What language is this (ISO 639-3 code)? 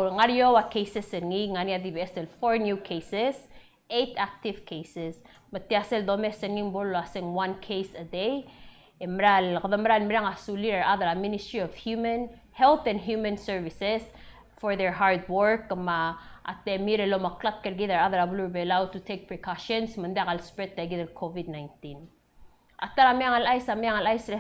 pau